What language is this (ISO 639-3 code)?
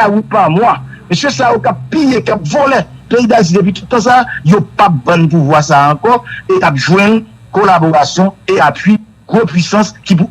hat